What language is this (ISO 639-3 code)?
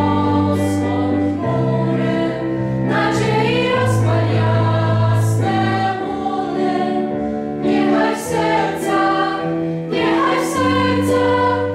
pol